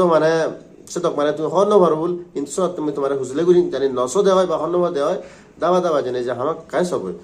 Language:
Chakma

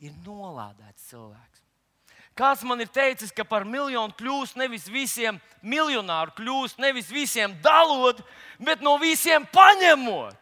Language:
Latvian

